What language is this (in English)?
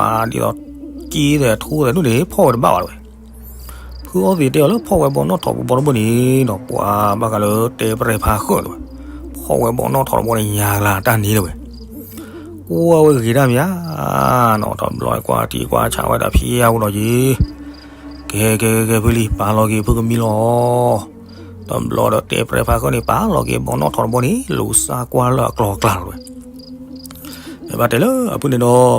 S'gaw Karen